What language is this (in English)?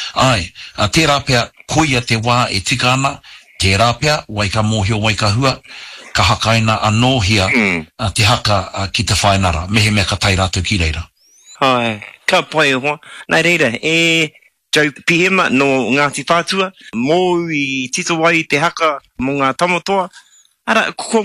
Māori